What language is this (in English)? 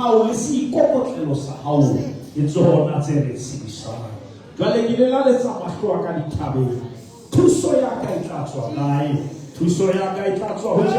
Southern Sotho